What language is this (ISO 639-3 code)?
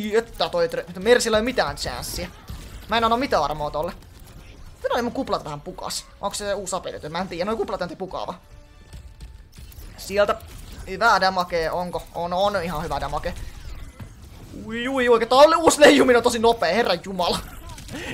fin